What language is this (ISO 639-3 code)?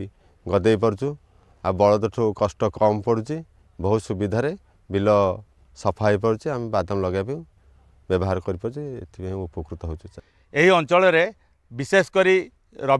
ori